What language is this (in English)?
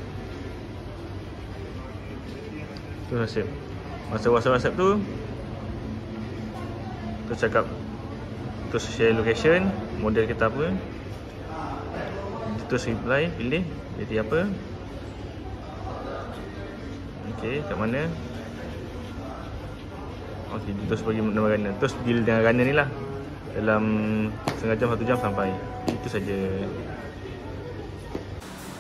Malay